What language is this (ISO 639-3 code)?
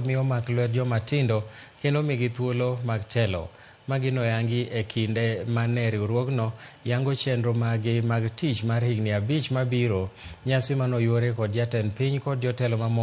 luo